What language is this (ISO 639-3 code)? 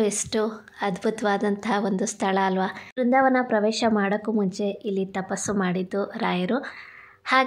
kan